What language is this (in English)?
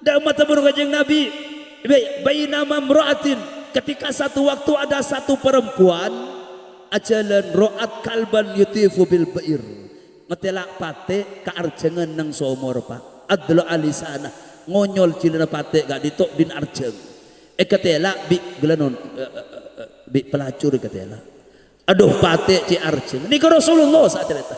Madurese